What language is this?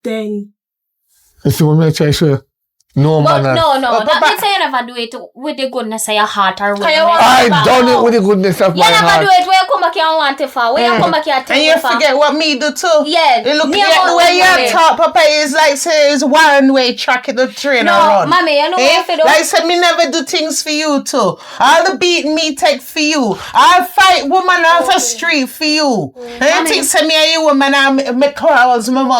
Jamaican Creole English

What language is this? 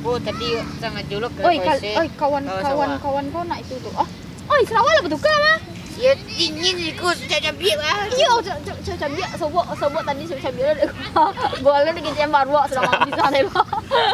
Minangkabau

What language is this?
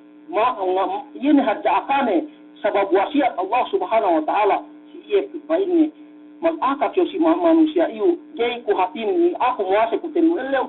Yakan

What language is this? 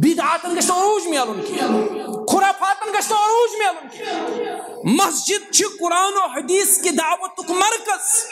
Kashmiri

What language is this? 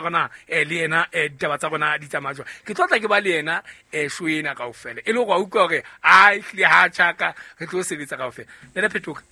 Southern Sotho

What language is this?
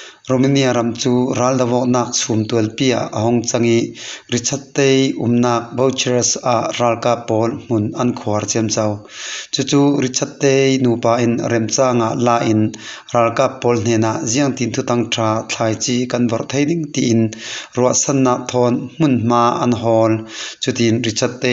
Falam Chin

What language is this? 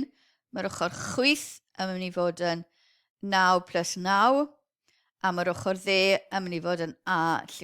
Welsh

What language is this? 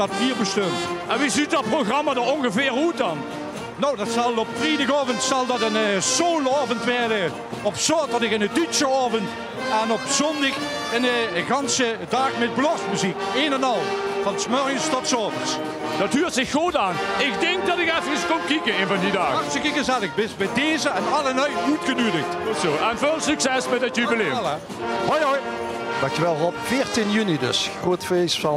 Limburgish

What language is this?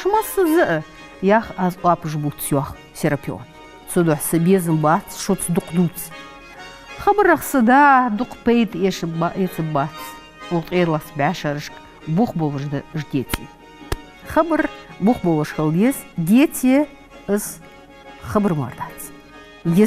Ingush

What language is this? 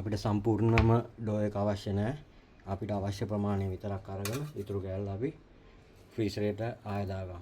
Sinhala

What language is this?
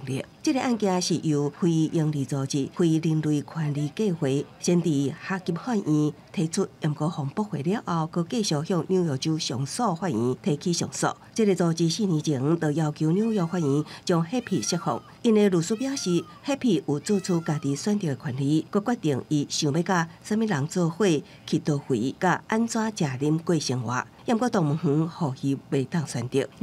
Min Nan Chinese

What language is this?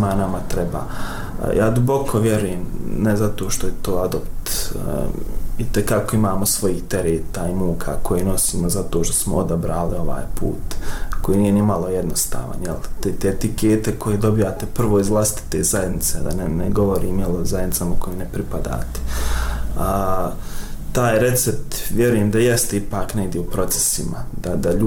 Bosnian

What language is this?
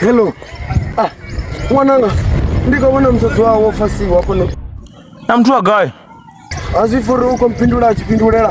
Venda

